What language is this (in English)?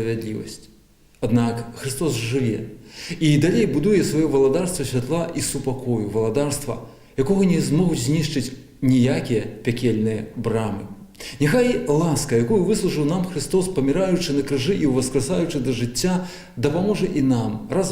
Belarusian